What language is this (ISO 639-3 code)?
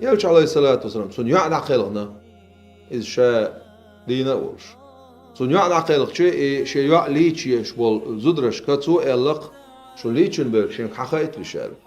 che